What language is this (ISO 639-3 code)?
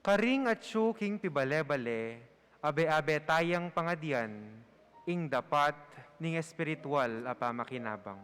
pam